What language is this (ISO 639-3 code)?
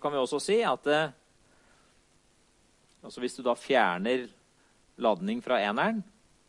nor